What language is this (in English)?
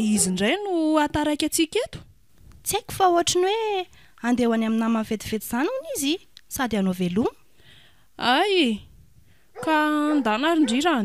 Malagasy